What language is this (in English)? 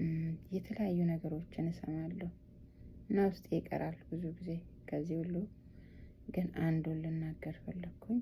Amharic